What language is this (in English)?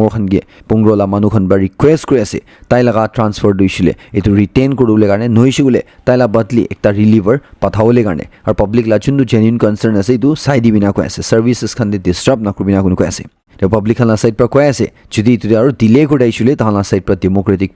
Naga Pidgin